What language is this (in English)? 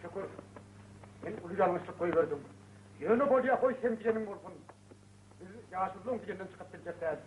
Turkmen